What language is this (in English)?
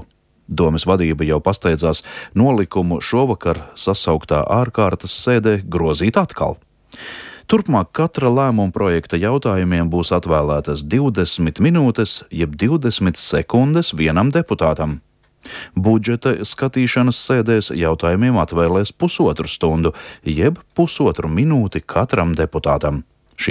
Latvian